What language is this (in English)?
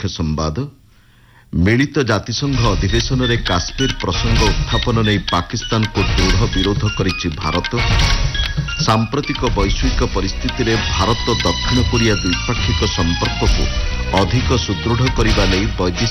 Odia